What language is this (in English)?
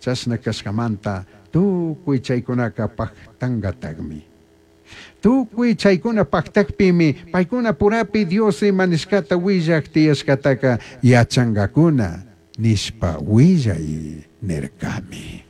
Chimborazo Highland Quichua